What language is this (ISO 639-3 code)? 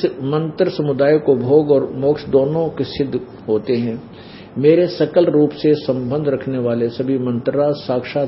hin